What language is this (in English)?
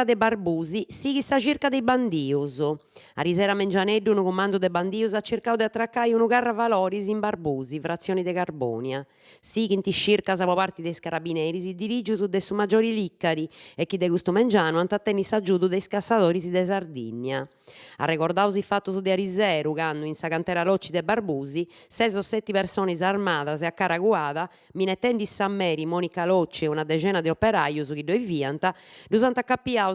Sardinian